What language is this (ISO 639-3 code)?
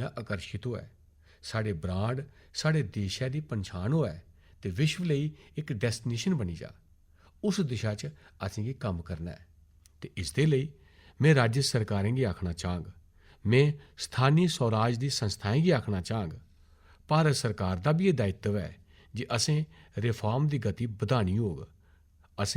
doi